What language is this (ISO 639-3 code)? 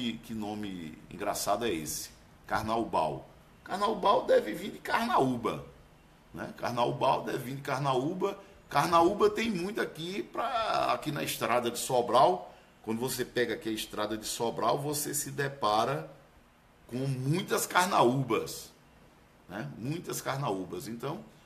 por